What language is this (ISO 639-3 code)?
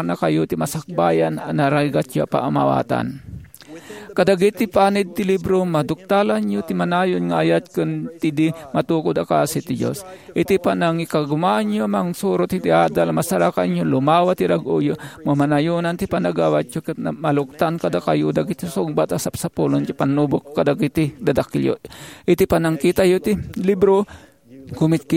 ilo